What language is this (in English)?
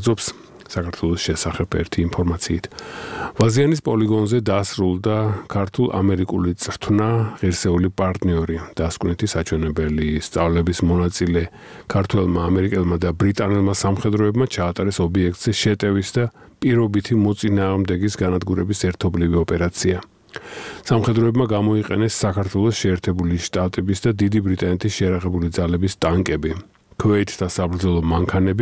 Georgian